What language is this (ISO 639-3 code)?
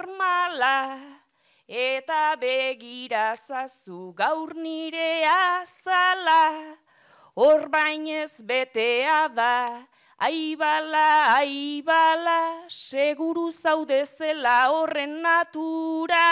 eus